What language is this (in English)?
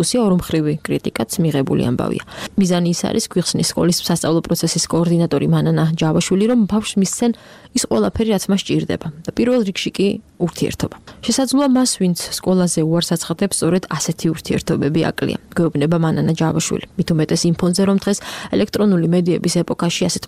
Georgian